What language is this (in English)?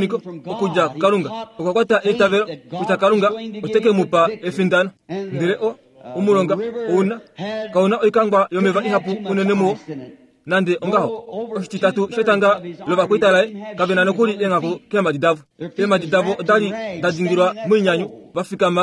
Kuanyama